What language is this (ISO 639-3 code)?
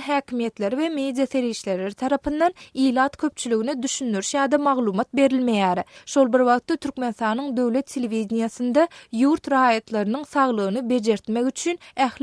tuk